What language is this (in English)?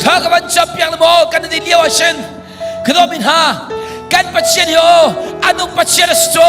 Hakha Chin